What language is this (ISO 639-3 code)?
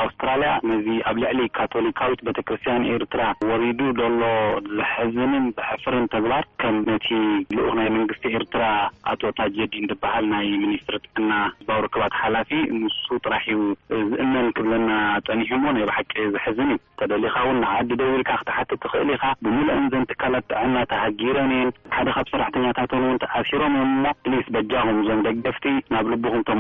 tir